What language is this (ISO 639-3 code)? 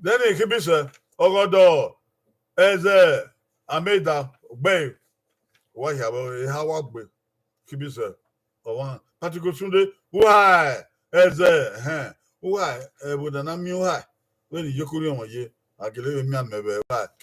bin